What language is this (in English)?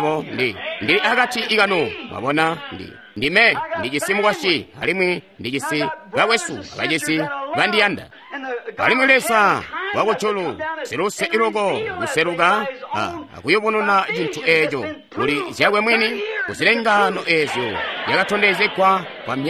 Tonga (Zambia)